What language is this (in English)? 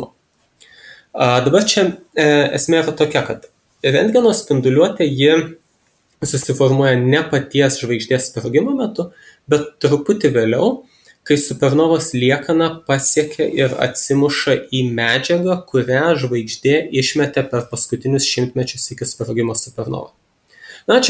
Lithuanian